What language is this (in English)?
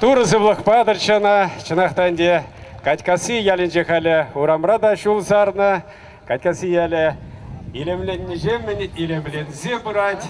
Chuvash